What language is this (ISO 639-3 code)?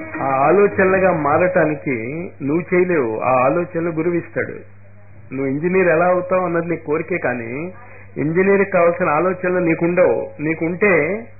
tel